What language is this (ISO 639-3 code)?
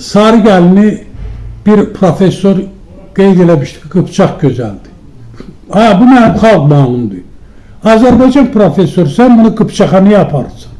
aze